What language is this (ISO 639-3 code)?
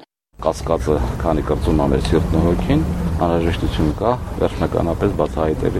hye